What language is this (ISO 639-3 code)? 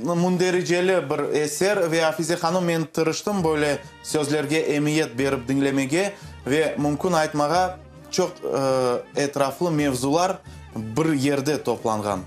crh